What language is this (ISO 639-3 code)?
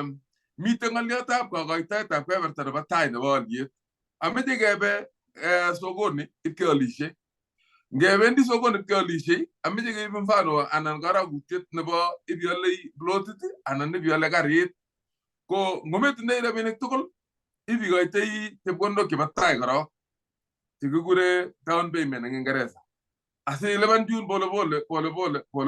kln